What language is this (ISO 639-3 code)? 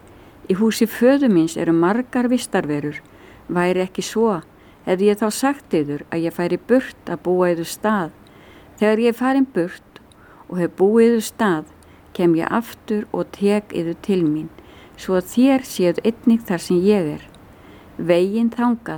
isl